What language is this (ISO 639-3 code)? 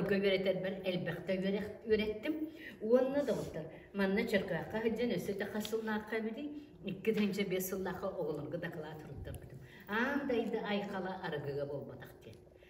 sah